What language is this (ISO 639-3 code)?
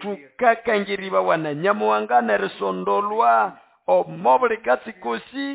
nnb